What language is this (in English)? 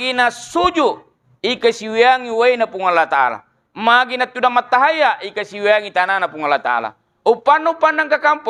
Buginese